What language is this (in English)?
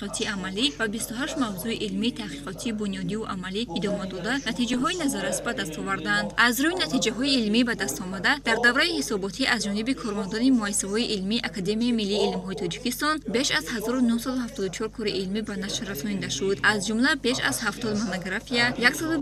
Tajik